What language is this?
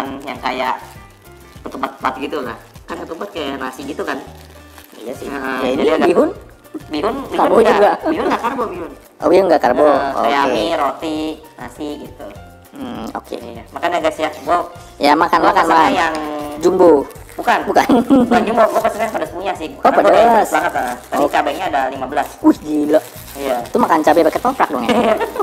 Indonesian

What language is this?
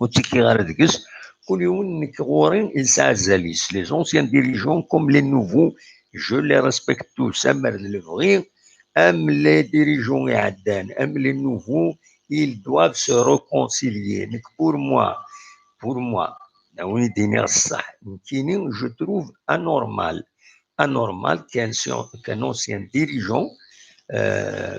Kabyle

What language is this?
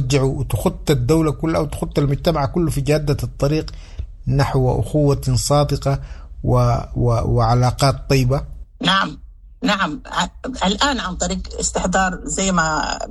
Sudanese Arabic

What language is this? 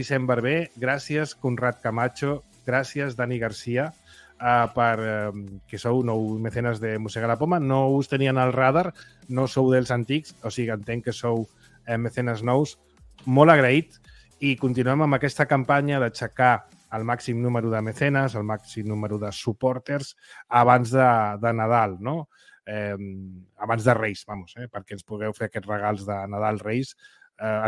Catalan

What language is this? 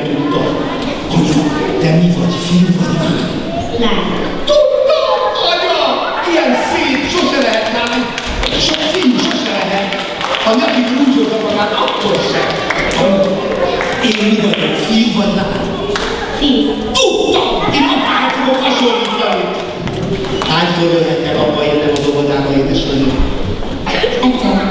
Hungarian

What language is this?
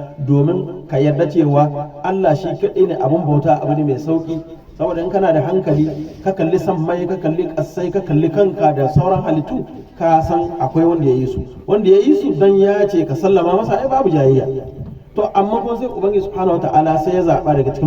Hausa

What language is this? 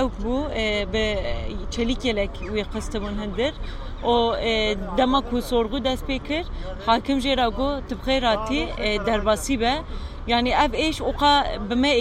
Kurdish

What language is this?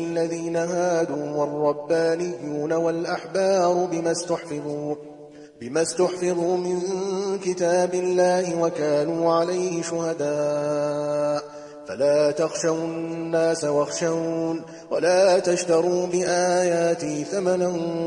Arabic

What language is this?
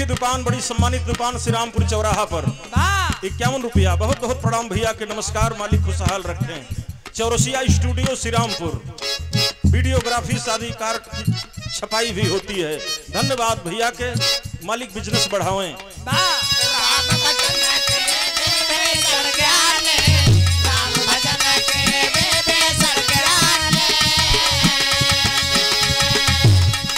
Bhojpuri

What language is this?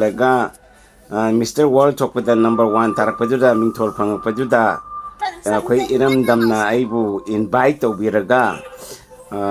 Manipuri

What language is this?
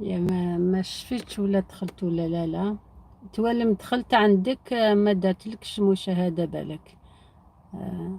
Algerian Arabic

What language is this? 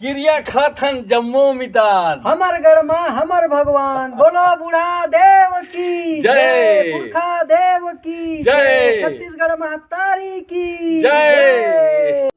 Chhattisgarhi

